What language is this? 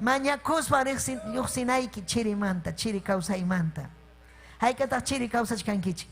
Ayacucho Quechua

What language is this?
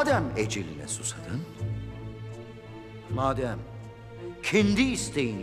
Turkish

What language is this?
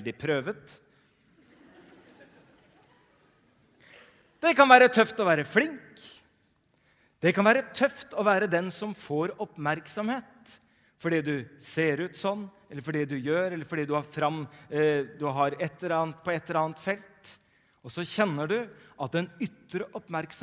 Norwegian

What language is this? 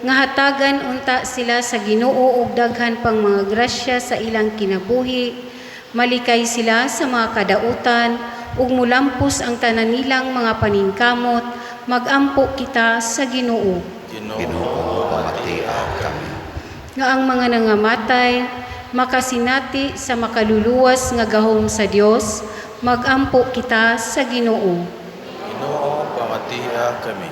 Cebuano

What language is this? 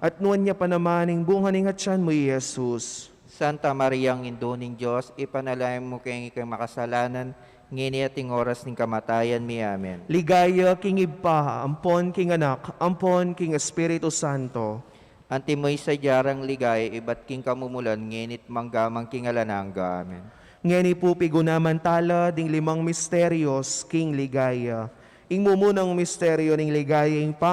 Pampanga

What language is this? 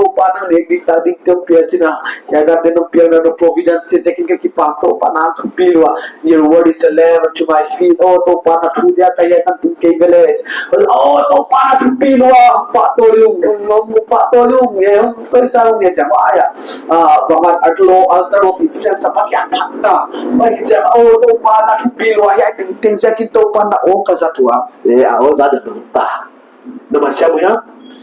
Paite Chin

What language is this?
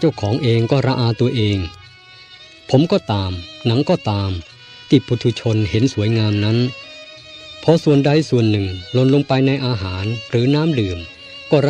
Thai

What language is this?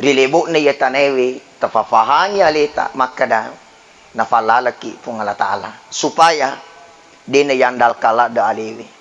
Buginese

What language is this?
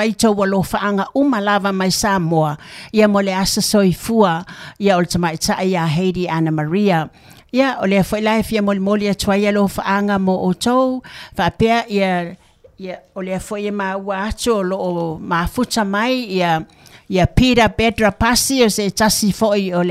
Samoan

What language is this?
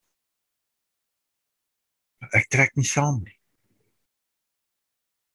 Afrikaans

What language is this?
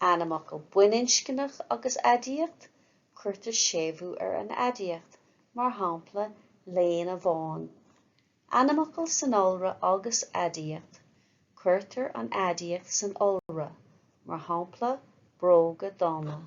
Irish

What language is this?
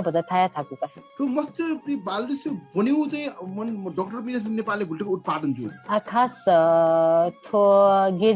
Newari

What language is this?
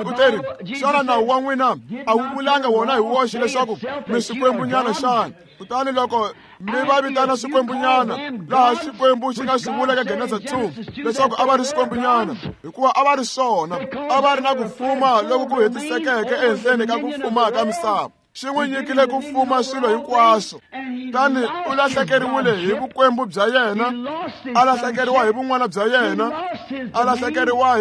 Tsonga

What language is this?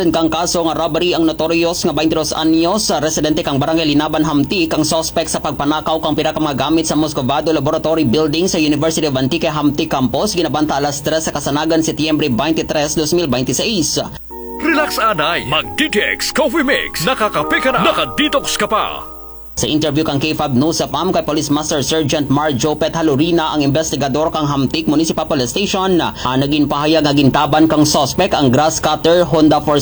Kinaray-a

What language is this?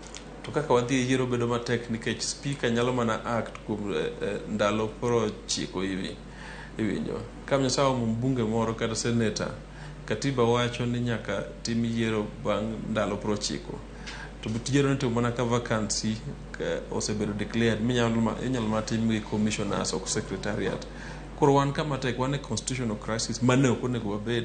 Luo (Kenya and Tanzania)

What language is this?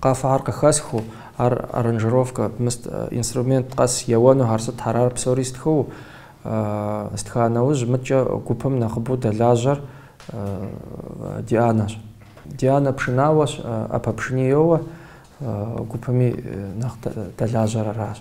Kabardian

